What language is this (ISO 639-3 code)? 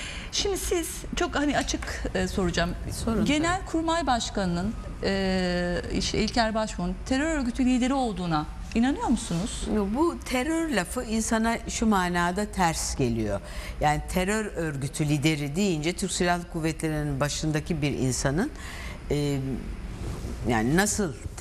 tur